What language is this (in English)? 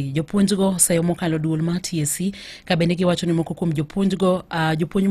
Luo (Kenya and Tanzania)